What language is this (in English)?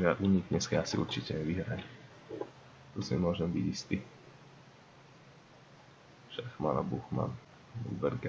Slovak